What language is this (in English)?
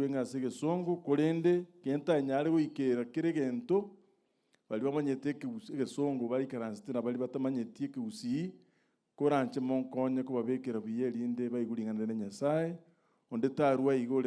Gusii